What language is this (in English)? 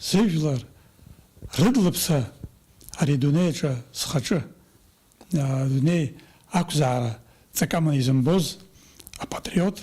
Abkhazian